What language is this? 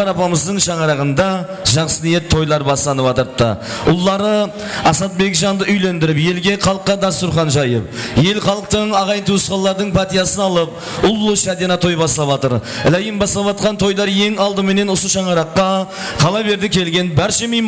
Kara-Kalpak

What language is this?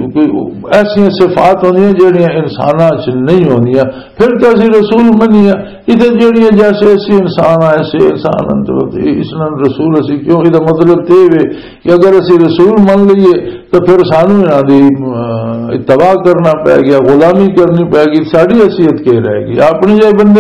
Western Panjabi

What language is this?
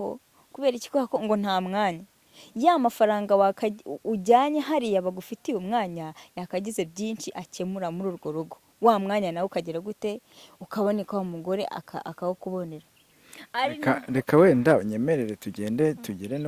Kinyarwanda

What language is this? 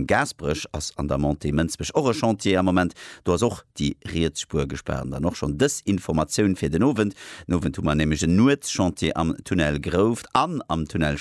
Luxembourgish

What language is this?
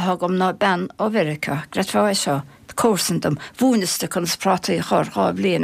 Irish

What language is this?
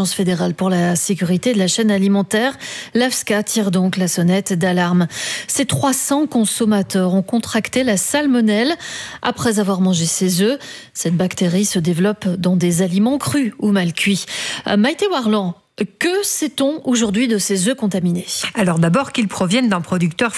French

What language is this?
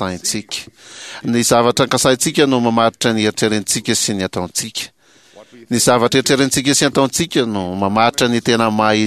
Malagasy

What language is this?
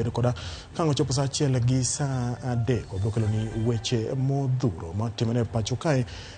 Luo (Kenya and Tanzania)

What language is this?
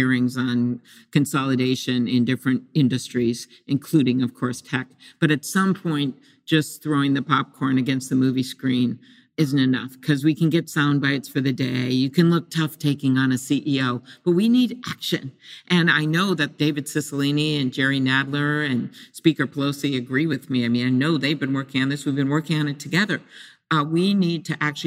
English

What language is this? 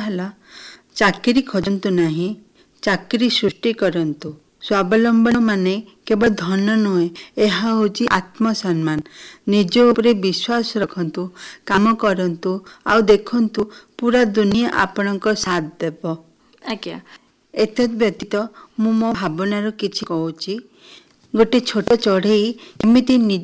Odia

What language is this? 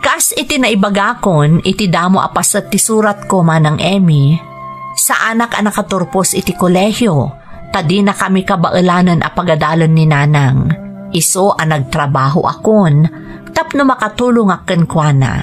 Iloko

